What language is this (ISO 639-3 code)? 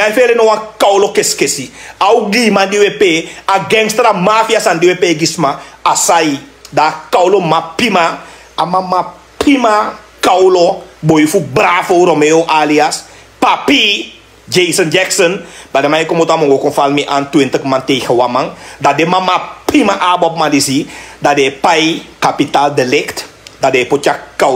srn